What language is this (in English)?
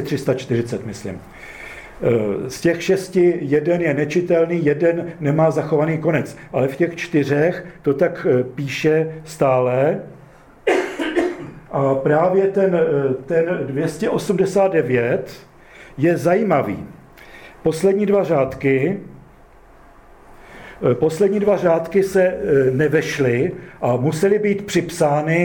Czech